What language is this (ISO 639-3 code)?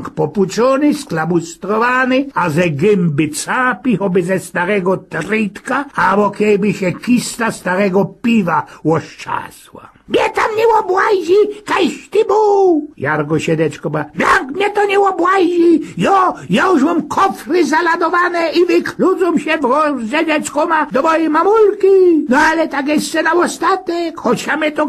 szl